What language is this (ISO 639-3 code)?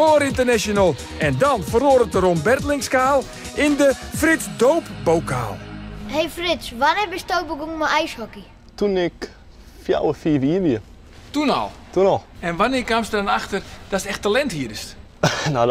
fry